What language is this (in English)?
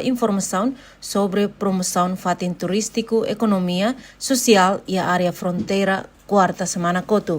Tetum